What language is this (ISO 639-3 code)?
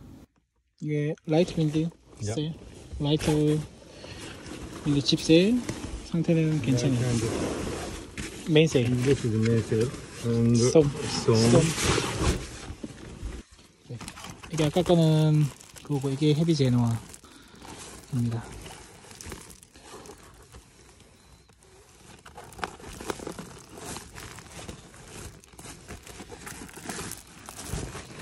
kor